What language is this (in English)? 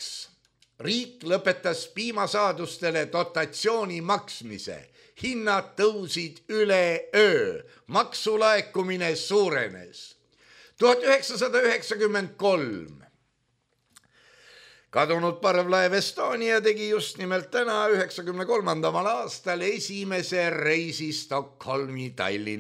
Estonian